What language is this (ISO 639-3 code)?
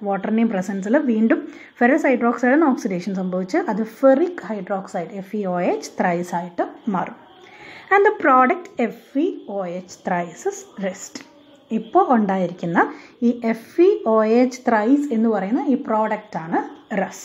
mal